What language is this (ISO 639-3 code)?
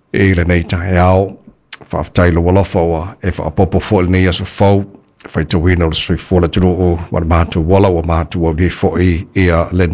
smo